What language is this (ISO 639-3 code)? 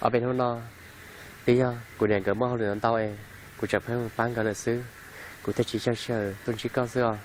hmn